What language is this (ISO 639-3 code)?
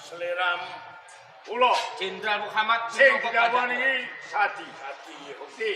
jav